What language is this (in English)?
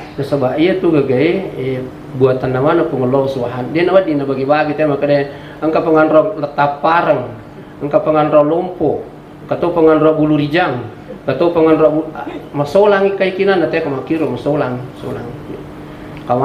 Buginese